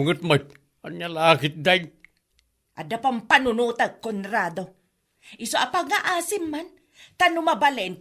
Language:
Iloko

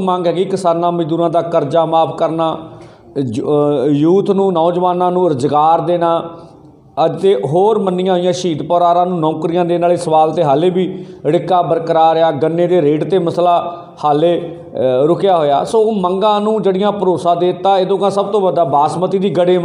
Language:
Punjabi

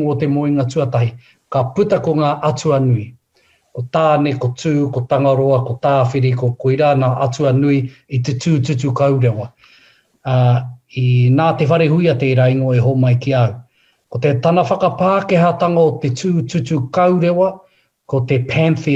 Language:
Māori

